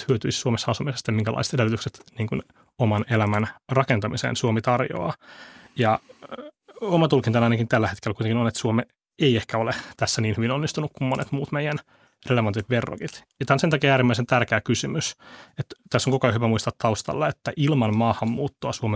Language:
Finnish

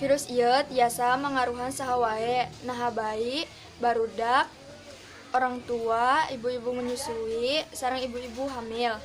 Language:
Sundanese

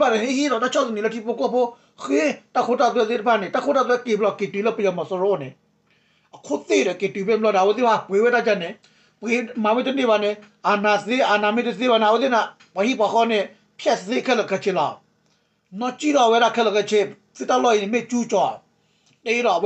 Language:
S'gaw Karen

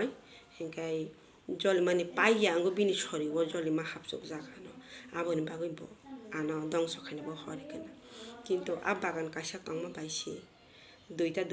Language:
Kok Borok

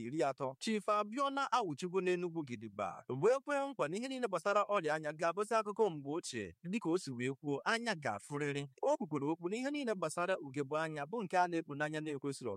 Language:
Igbo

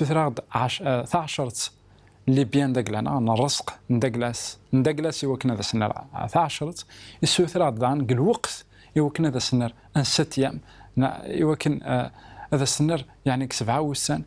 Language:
Kabyle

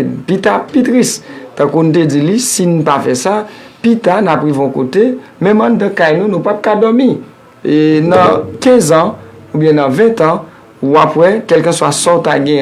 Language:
Haitian Creole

